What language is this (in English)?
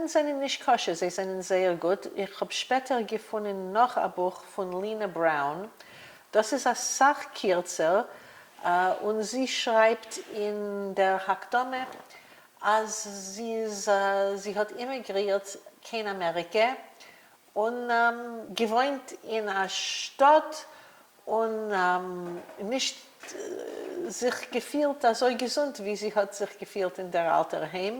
Yiddish